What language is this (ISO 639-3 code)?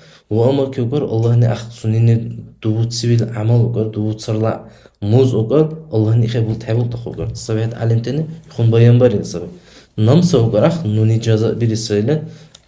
dar